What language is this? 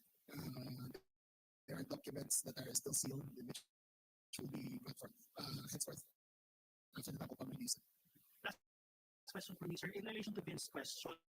Pampanga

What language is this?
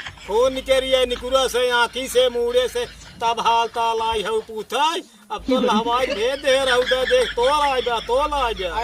Awadhi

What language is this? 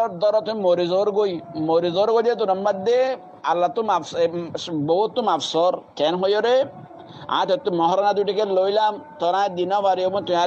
Rohingya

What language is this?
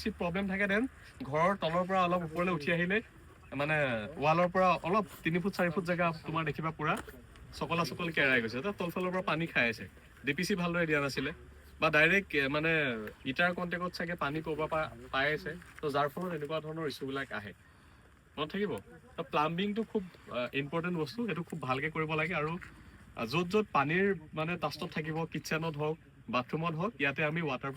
Assamese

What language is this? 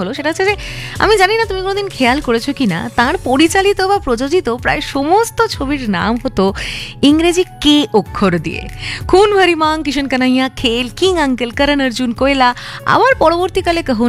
Bangla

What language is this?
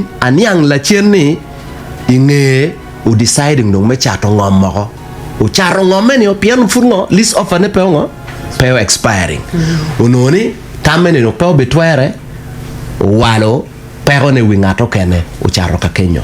Acoli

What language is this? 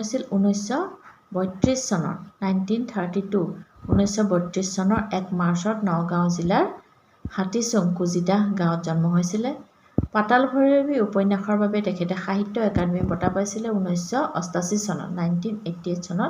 Assamese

